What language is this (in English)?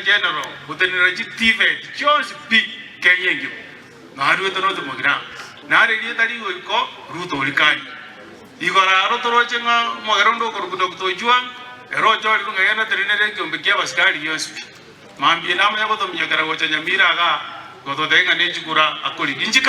Gusii